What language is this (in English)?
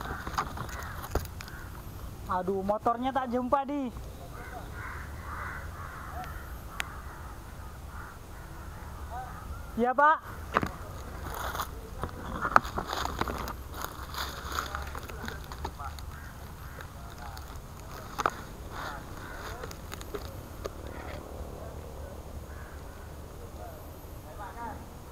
Malay